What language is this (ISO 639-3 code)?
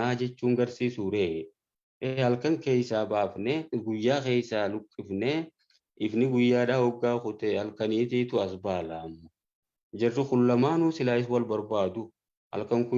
orm